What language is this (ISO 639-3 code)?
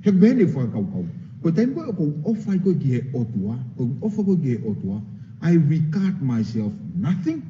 ton